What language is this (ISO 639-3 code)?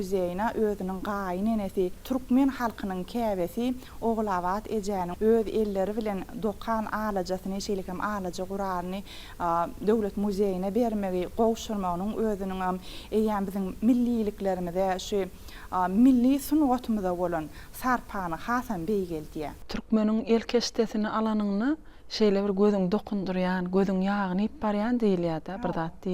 tuk